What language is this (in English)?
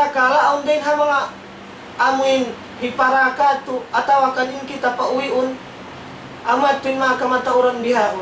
Tausug